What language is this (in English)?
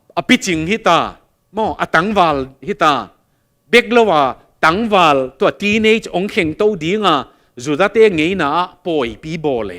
Tedim Chin